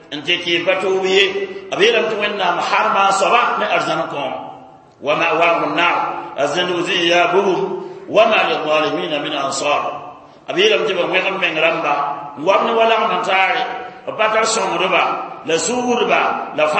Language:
Mossi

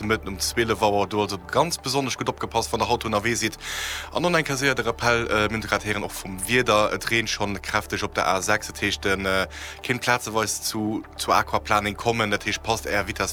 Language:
Luxembourgish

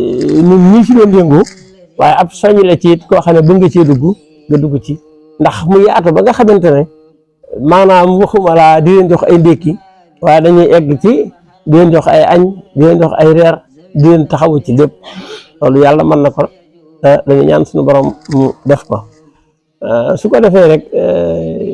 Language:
Wolof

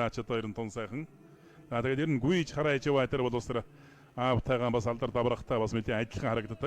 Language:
Mongolian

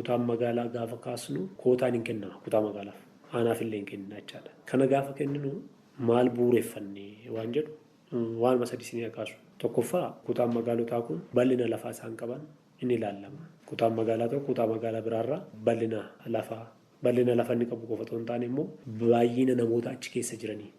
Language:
Oromo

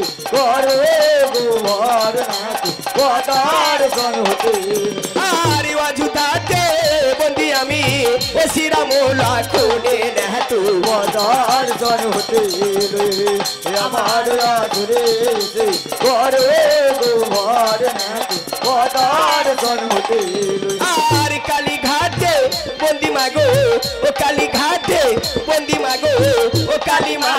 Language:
Bangla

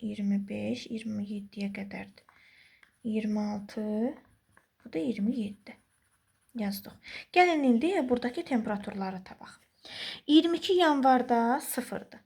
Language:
Azerbaijani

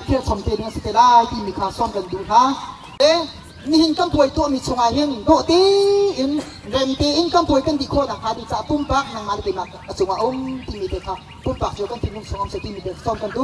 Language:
Hakha Chin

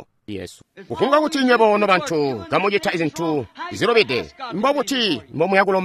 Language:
Tonga (Zambia)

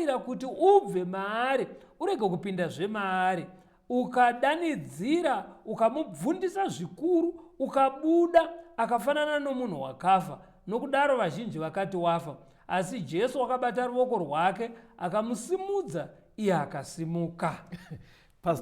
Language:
Shona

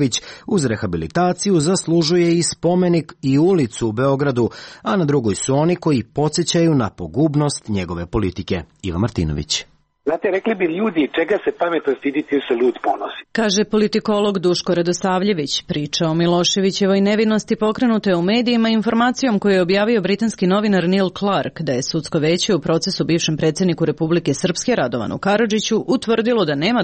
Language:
Serbian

